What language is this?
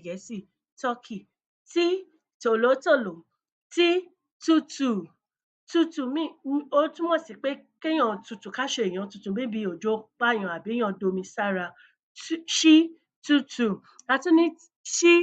Yoruba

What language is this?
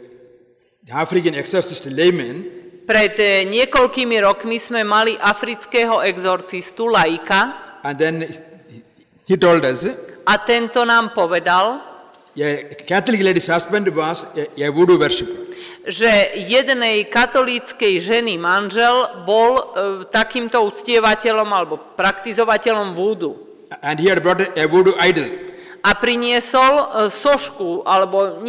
Slovak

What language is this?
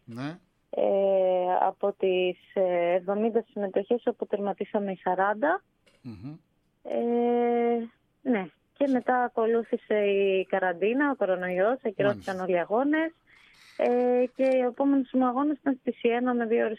Greek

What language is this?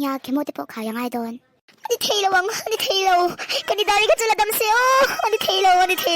Mizo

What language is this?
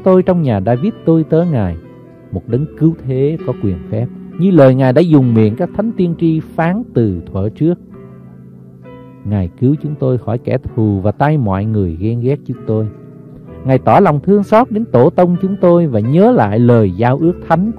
Vietnamese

